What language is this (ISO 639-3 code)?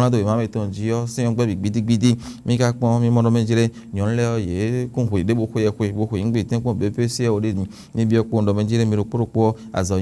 fon